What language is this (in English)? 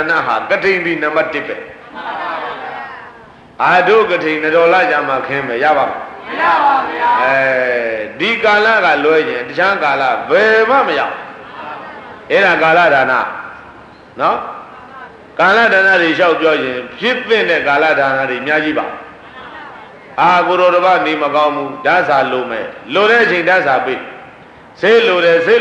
Burmese